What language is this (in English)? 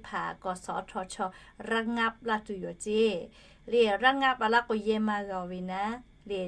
Lahu